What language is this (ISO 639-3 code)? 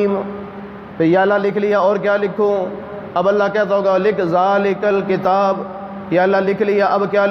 urd